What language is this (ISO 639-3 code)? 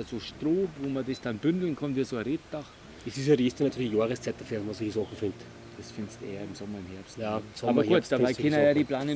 bar